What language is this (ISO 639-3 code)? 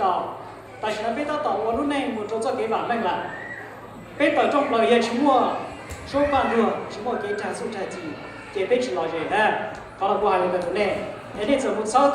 hmn